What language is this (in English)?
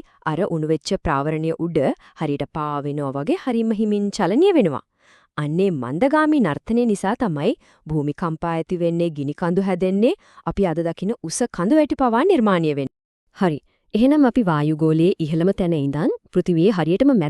Sinhala